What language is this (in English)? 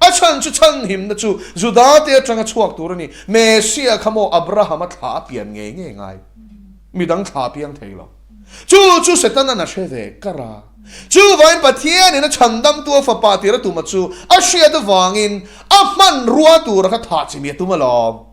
Mizo